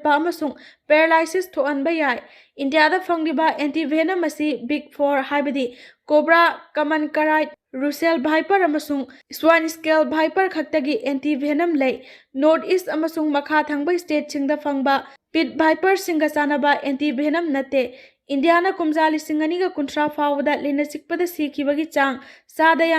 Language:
Manipuri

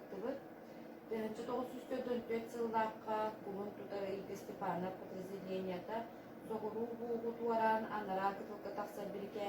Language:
Yakut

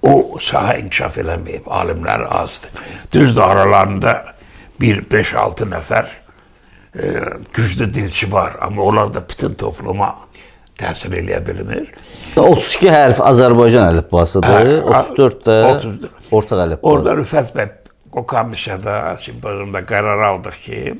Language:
South Azerbaijani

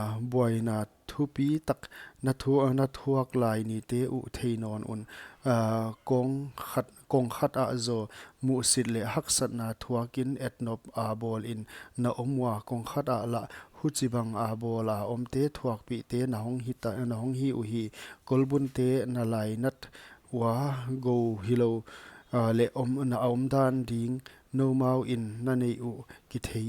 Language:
Paite Chin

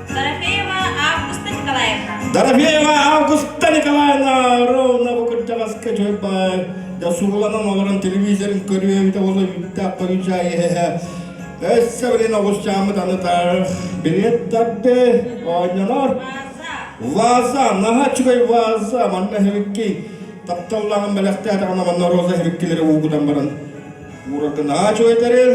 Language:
Yakut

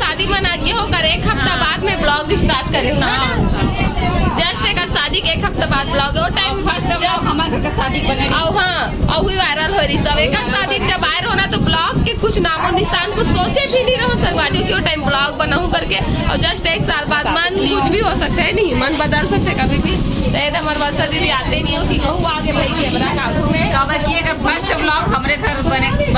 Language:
Chhattisgarhi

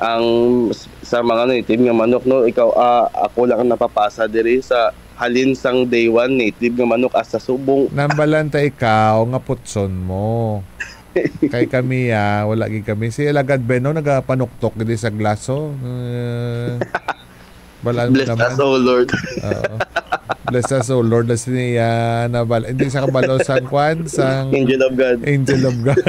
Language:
Hiligaynon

